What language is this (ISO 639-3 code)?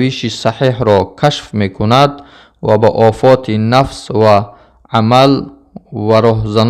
tgk